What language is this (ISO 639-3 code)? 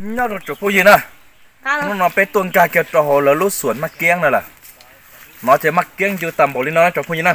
hmn